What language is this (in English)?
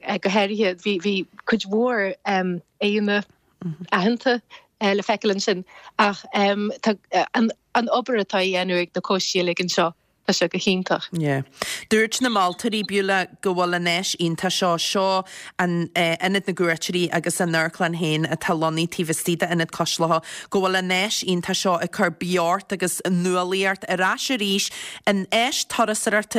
Irish